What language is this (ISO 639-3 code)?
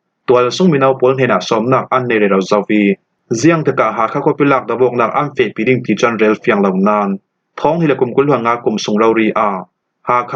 cfm